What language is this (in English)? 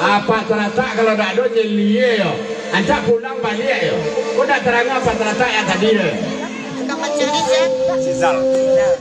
Minangkabau